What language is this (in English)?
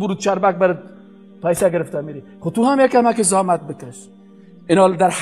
Persian